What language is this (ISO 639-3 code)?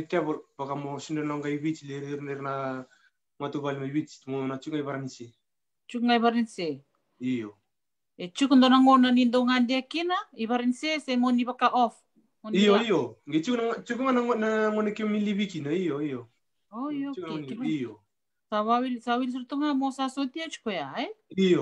fij